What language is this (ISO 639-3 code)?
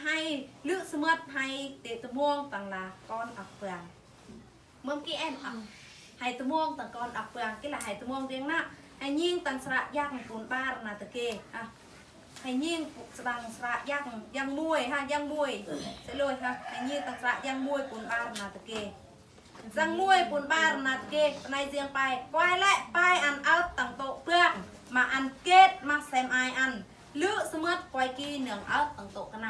bru